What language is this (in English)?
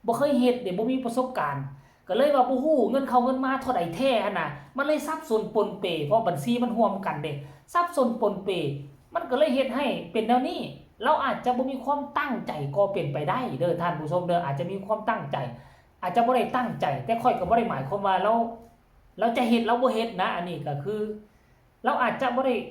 Lao